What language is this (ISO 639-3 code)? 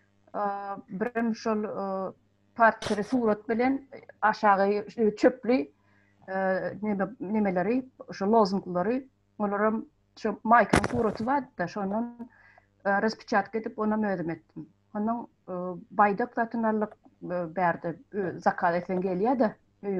tuk